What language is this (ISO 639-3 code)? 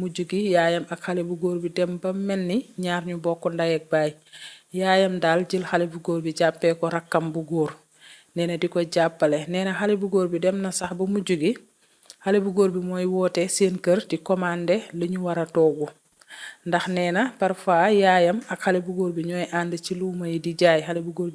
wol